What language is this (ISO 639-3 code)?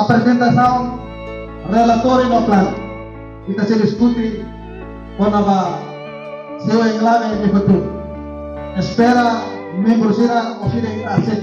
tet